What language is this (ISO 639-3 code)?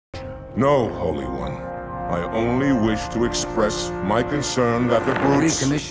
eng